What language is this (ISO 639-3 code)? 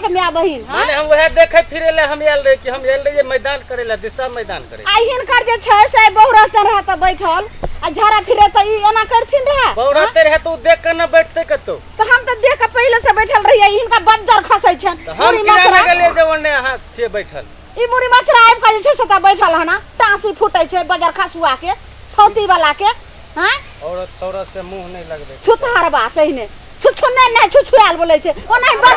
mai